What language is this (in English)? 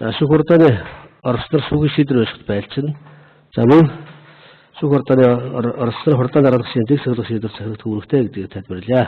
Mongolian